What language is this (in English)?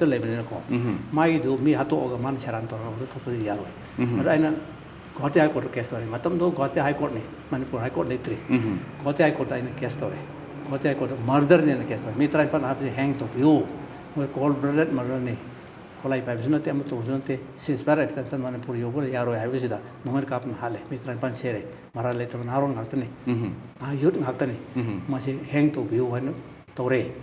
Manipuri